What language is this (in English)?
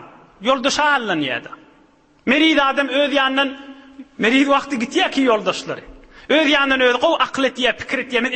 Turkmen